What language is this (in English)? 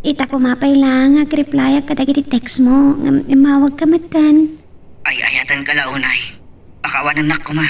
Iloko